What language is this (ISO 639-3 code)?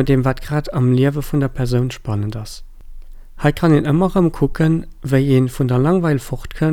ltz